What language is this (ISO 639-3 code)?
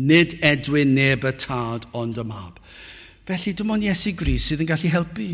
cym